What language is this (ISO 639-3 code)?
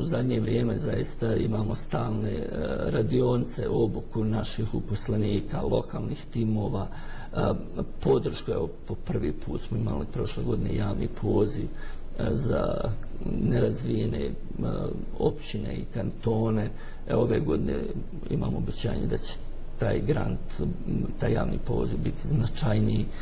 bos